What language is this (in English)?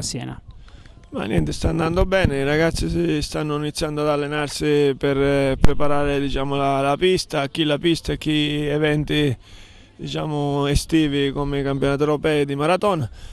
Italian